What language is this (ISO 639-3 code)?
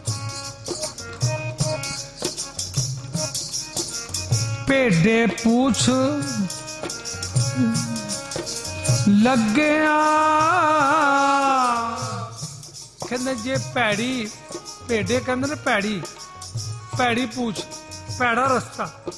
pan